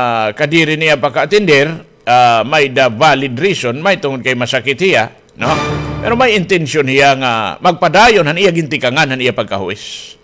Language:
Waray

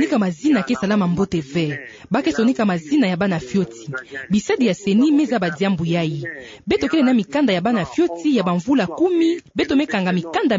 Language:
Kituba (Democratic Republic of Congo)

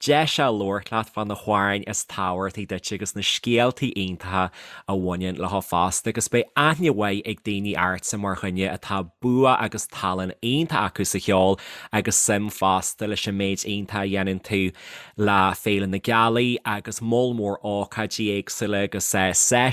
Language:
Irish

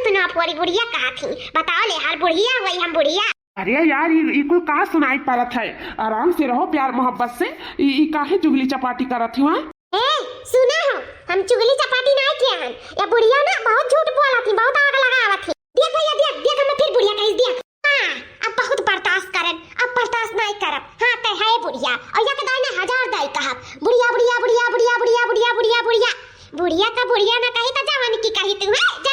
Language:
Awadhi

